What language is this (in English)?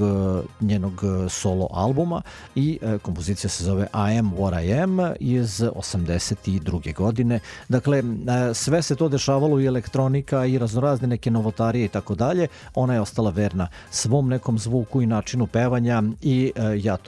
Serbian